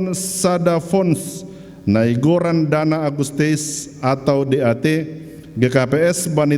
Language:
Batak Simalungun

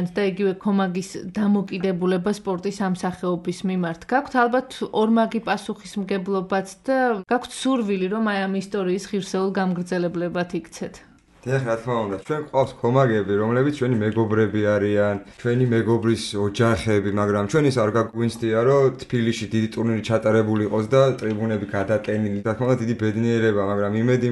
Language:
Georgian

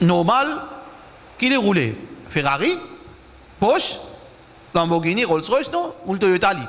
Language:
Morisyen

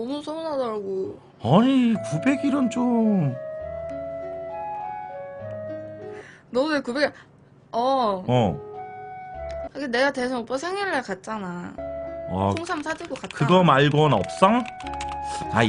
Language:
Korean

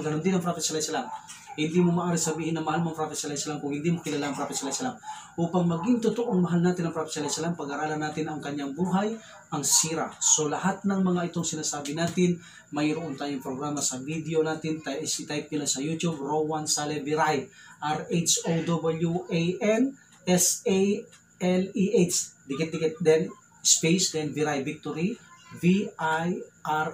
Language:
Filipino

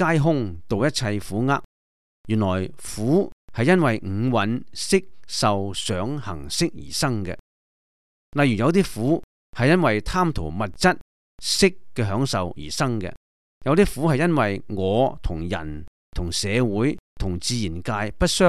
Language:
Cantonese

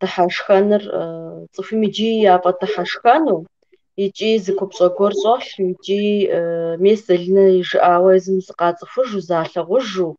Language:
Kabardian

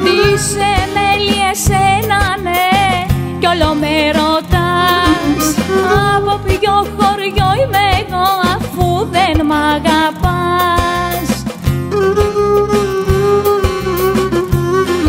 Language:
Greek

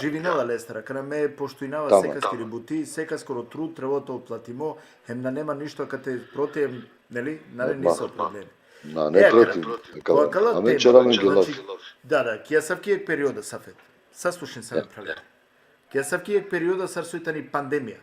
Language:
Balkan Romani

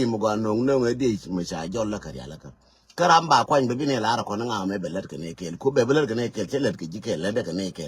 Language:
Nuer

